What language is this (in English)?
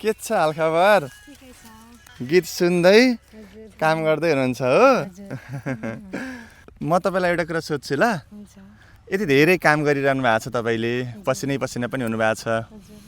Nepali